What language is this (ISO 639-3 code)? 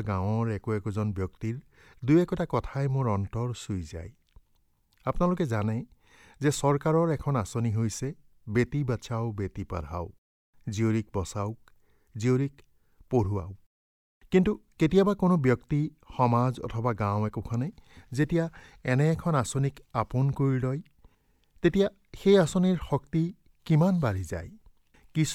asm